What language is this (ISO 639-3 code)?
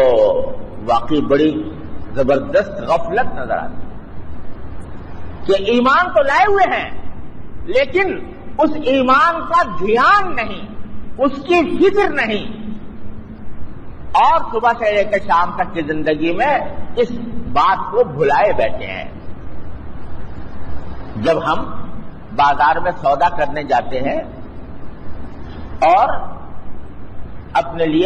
urd